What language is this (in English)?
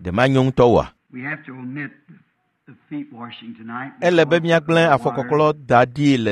Ewe